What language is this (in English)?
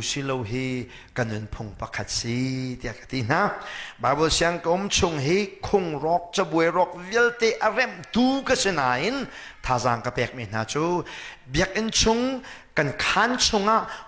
Hakha Chin